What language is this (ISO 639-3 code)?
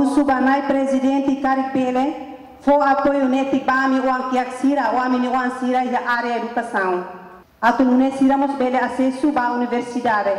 tet